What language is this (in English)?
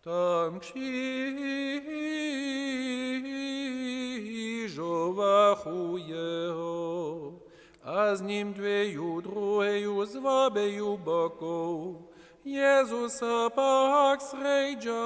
Upper Sorbian